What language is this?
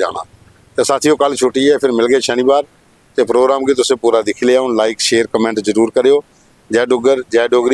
Dogri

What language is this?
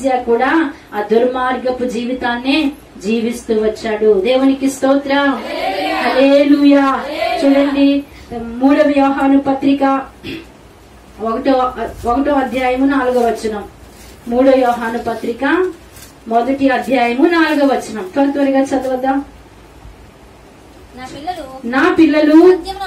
Telugu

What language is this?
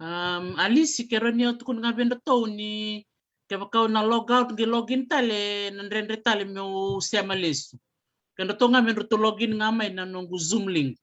Fijian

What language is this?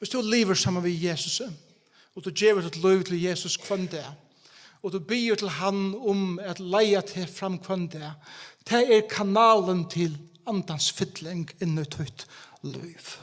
Faroese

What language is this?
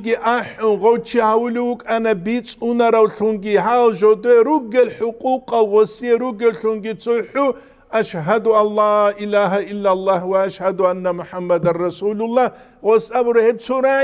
Avaric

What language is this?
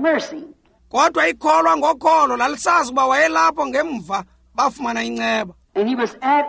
Xhosa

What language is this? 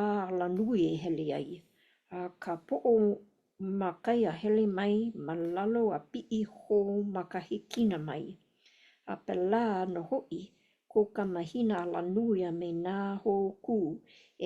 Hawaiian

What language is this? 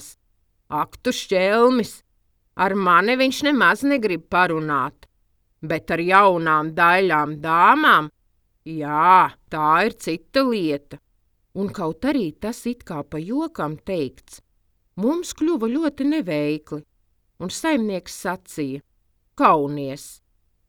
Latvian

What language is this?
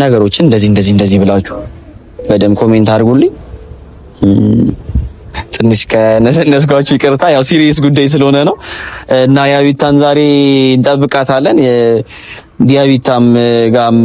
Amharic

